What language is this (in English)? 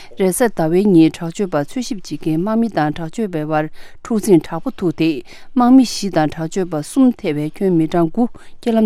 Tibetan